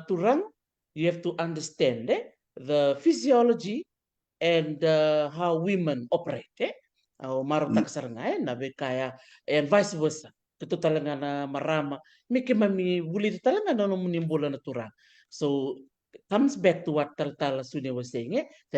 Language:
Fijian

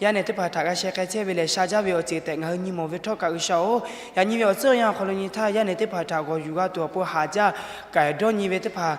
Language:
Lahu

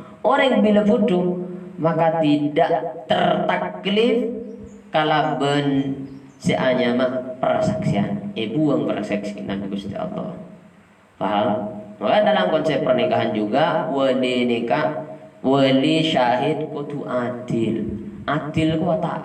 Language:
Madurese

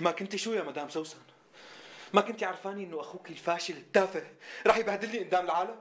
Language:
North Levantine Arabic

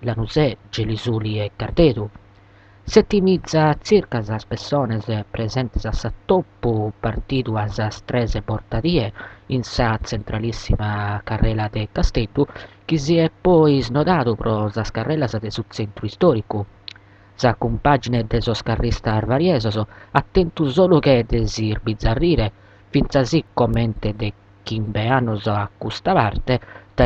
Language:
Sardinian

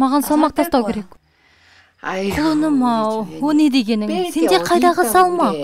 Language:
Kazakh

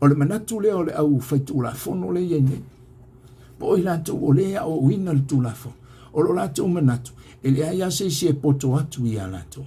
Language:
Samoan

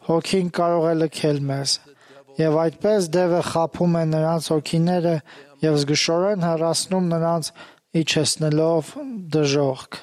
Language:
Armenian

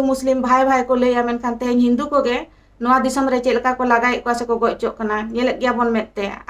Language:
Santali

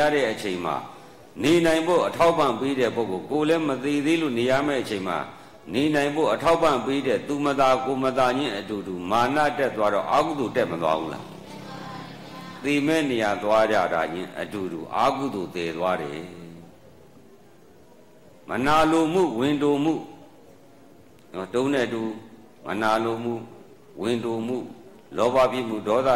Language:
Burmese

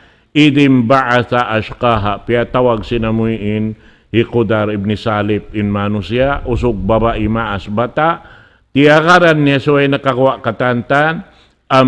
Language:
Tausug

